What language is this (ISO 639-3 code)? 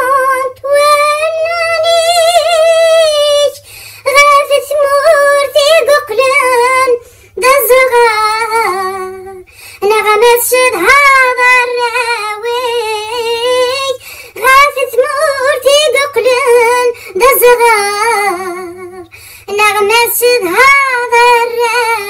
kab